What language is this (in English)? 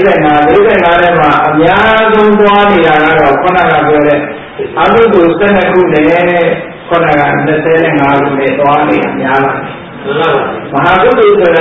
Burmese